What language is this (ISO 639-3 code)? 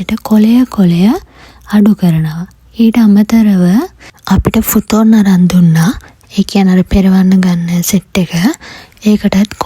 sin